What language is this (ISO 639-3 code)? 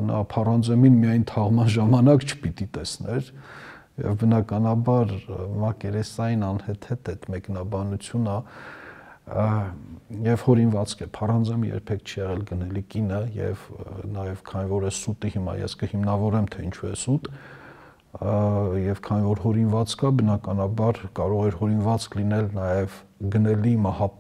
hye